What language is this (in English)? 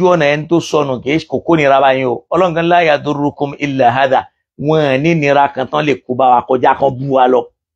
Yoruba